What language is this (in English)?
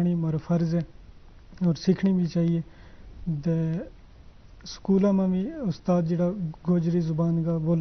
Gujari